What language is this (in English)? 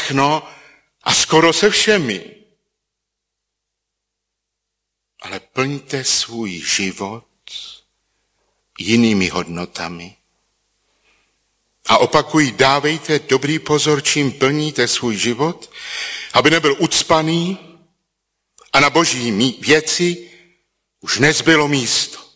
Czech